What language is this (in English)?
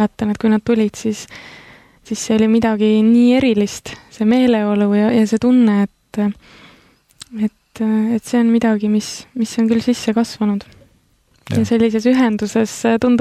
Estonian